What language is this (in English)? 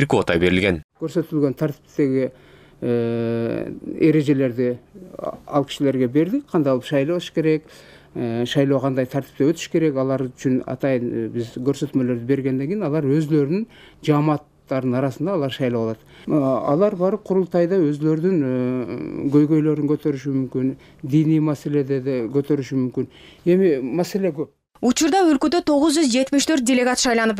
Kyrgyz